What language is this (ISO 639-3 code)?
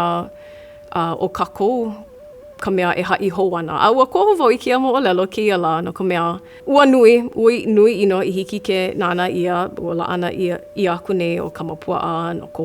haw